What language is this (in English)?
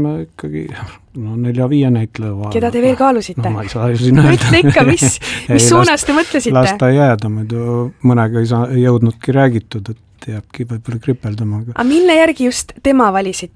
Estonian